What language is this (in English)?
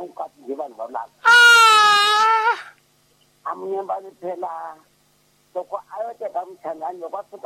Tsonga